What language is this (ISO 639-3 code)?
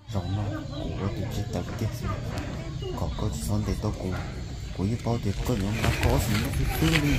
hmn